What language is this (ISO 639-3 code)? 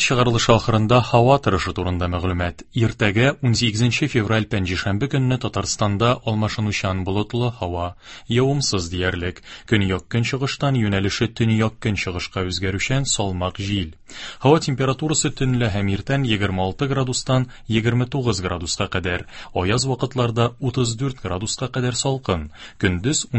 tat